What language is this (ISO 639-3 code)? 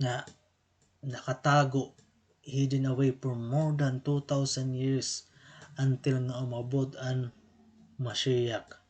war